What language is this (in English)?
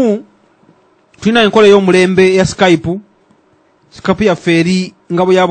Ganda